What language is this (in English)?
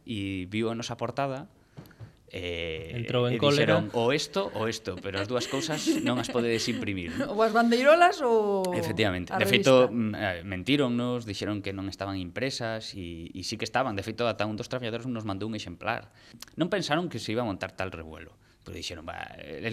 Galician